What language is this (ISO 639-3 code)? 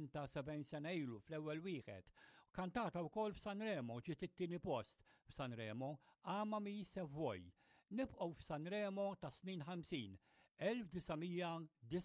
mlt